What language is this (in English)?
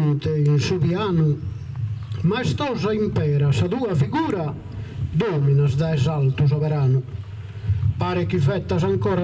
Sardinian